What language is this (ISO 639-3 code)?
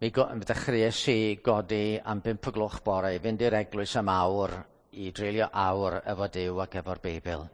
cym